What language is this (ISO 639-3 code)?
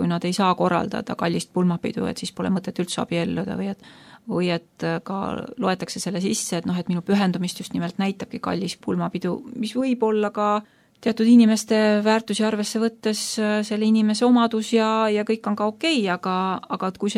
est